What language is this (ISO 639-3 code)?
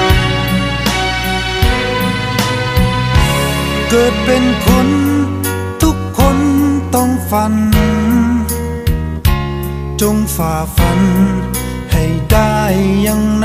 tha